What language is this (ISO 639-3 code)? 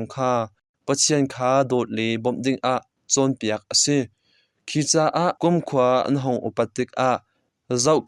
cnh